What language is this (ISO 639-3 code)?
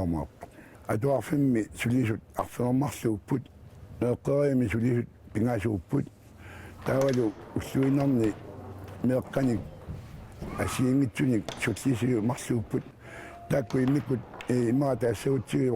kal